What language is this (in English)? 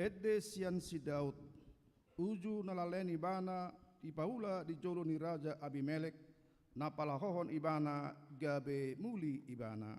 Batak Toba